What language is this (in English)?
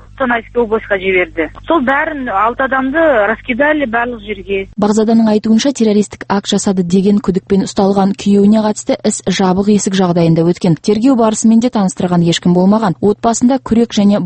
Kazakh